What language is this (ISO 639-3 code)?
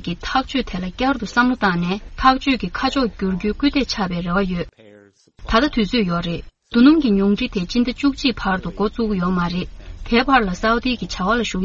bod